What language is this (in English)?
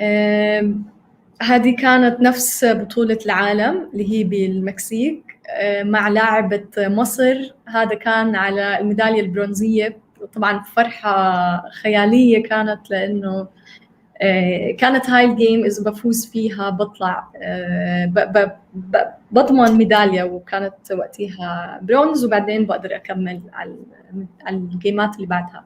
North Levantine Arabic